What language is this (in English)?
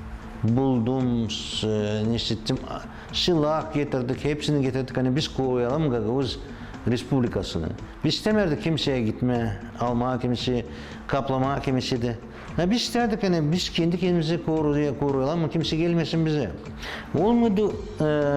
Gagauz